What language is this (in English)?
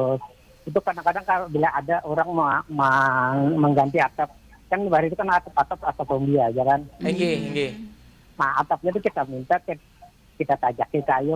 Banjar